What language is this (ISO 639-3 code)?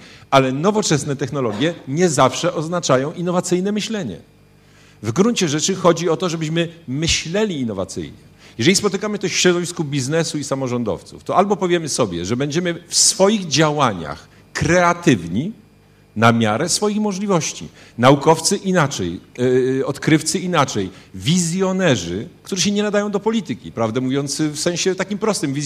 pol